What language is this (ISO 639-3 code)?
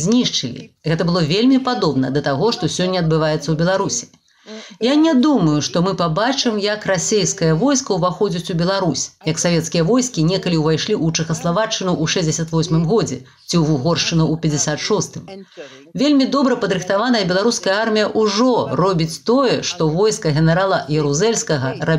bel